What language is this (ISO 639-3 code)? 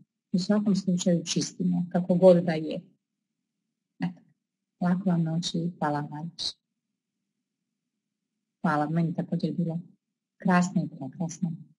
hrv